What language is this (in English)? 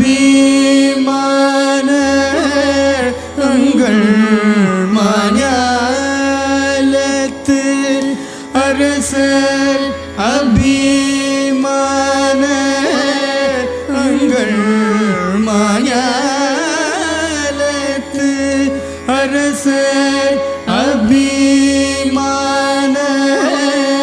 Tamil